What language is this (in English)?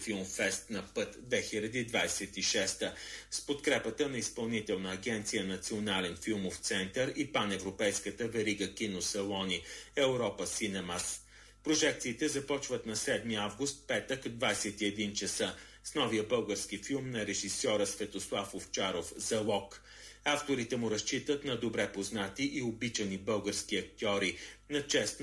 Bulgarian